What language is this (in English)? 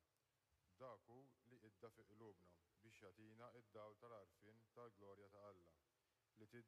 Maltese